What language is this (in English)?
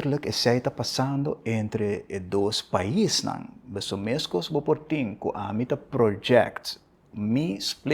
Papiamento